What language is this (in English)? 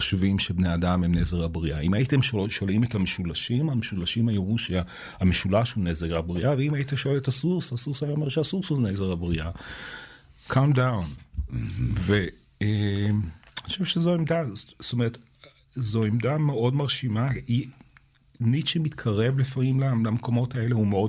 Hebrew